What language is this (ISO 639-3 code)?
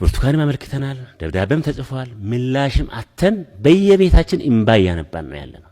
amh